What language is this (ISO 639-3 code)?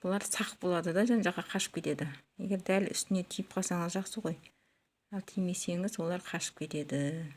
kaz